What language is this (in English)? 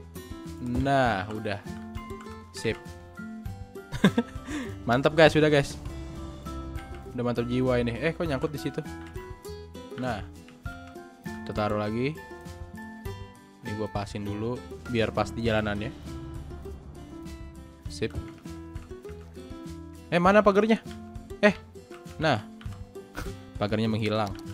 Indonesian